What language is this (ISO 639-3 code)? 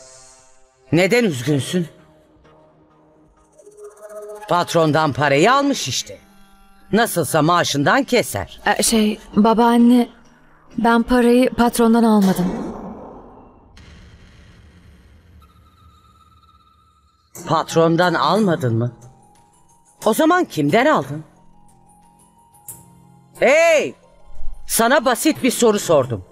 tur